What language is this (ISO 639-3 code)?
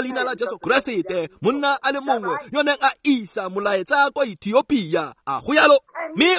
tsn